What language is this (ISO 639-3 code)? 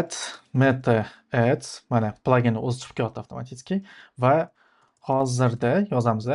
uzb